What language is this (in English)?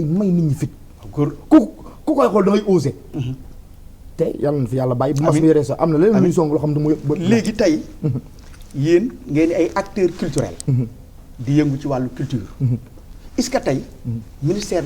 Wolof